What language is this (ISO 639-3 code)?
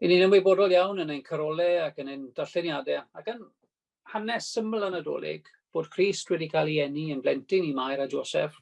cym